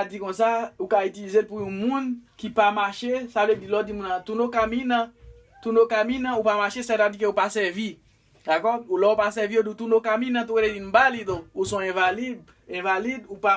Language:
Haitian Creole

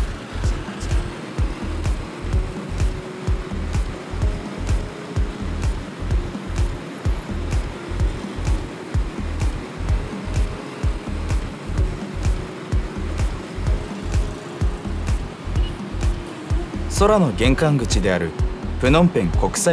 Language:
Japanese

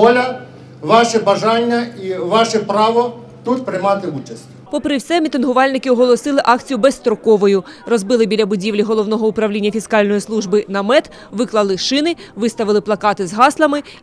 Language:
Ukrainian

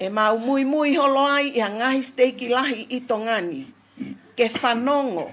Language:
Tongan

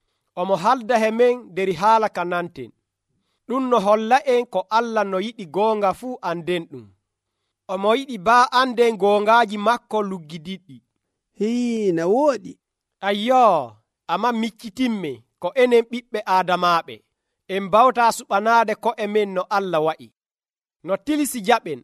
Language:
Nigerian Fulfulde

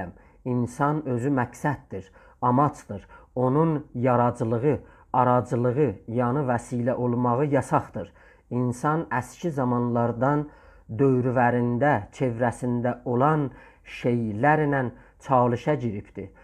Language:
South Azerbaijani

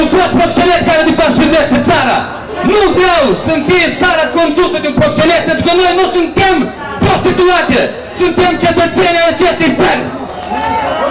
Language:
Romanian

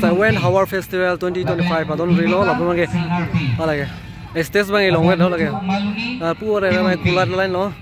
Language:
Karbi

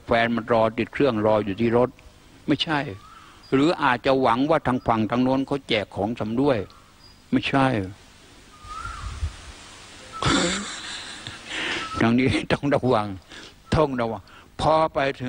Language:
Thai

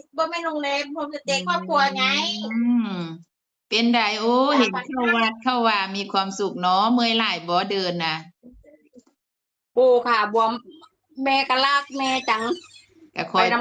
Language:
Northeastern Thai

